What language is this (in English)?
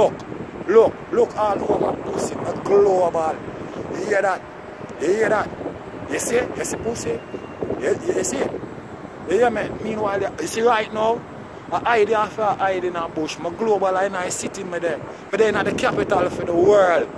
Jamaican Creole English